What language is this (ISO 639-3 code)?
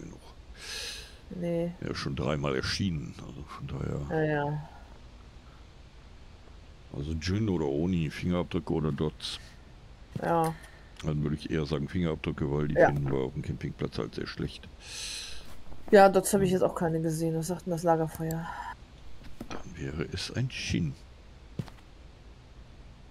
deu